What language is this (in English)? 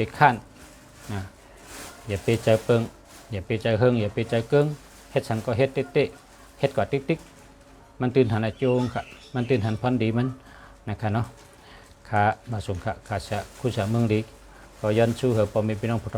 Shan